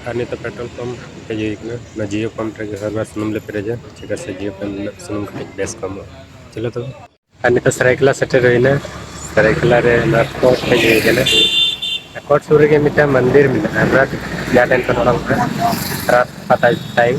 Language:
Santali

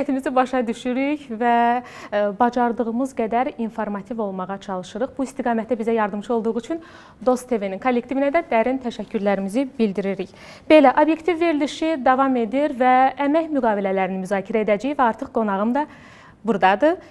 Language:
Azerbaijani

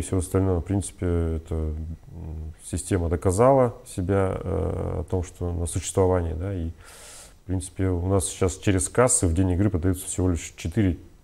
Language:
Russian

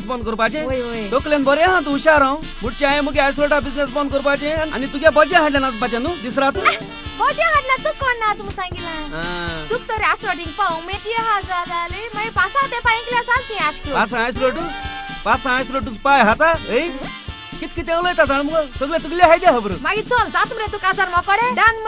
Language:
Konkani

